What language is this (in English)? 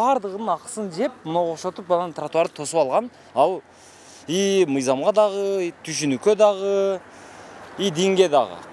Kyrgyz